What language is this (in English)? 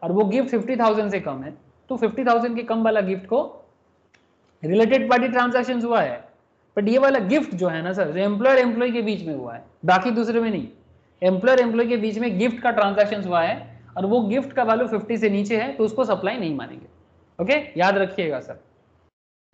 Hindi